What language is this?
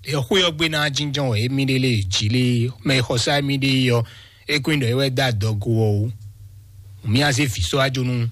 Fon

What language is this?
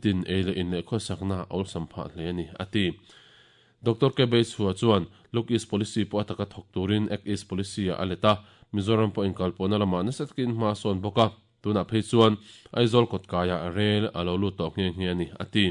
Mizo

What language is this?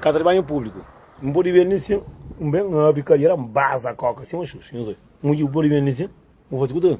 Kabuverdianu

